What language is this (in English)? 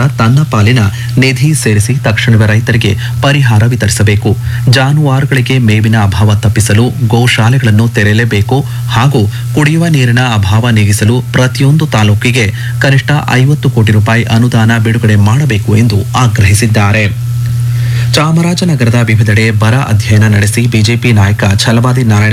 Kannada